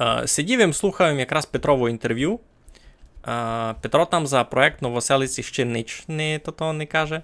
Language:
Rusyn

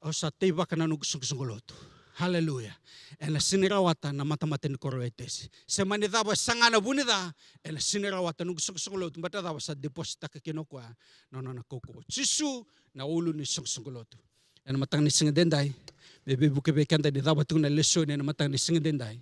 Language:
Fijian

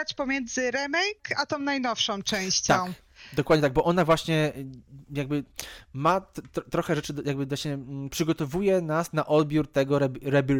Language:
Polish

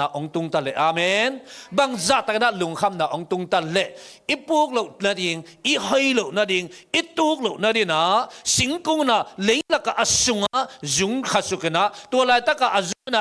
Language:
Tedim Chin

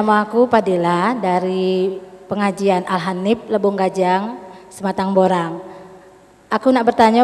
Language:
Musi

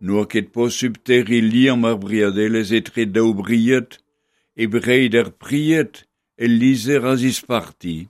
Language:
Breton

